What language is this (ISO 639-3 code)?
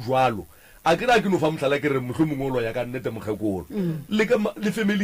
nso